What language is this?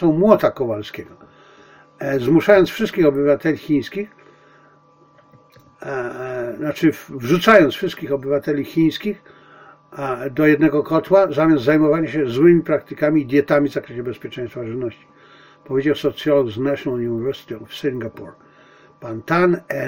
Polish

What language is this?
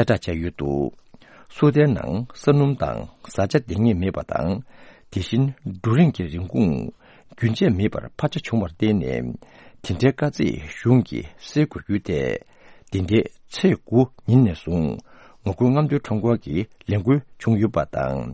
Tibetan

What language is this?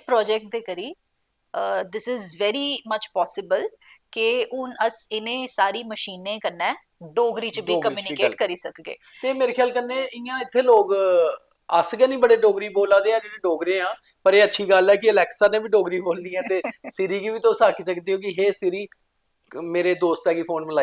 Dogri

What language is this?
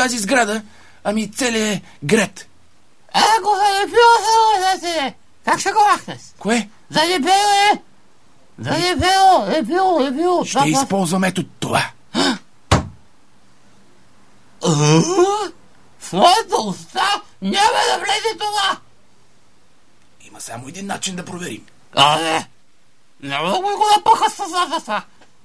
Bulgarian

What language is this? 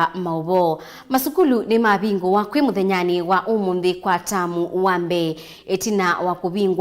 Kamba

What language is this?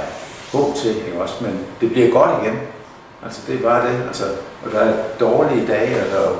Danish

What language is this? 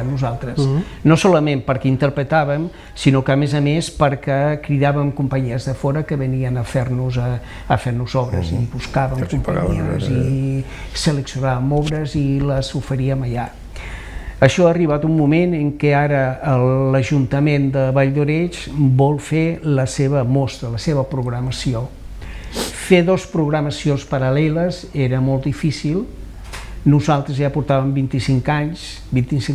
Catalan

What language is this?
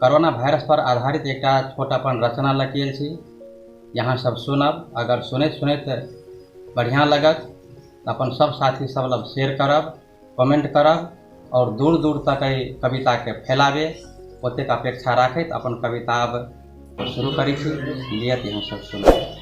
Maithili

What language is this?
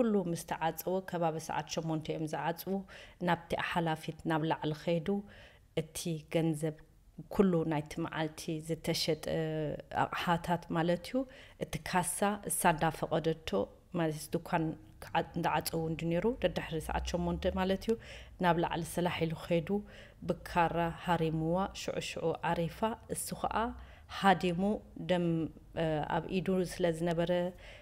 Tigrinya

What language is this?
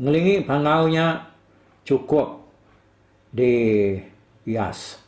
Iban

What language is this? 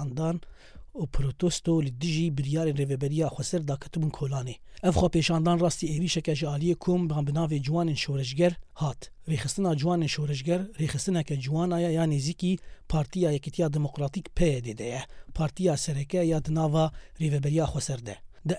Kurdish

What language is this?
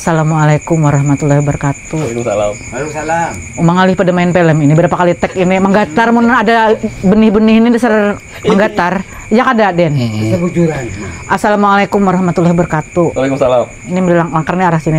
Banjar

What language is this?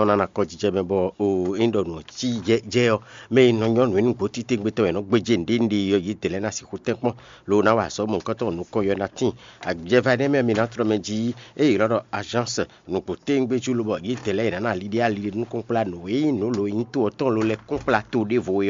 Fon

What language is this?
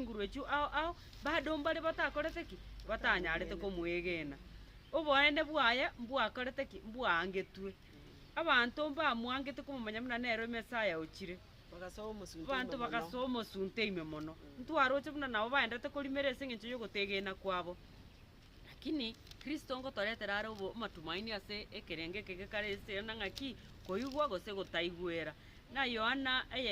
Gusii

